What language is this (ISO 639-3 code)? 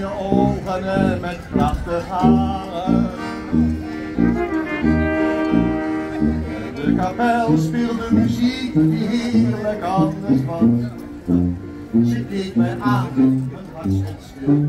nld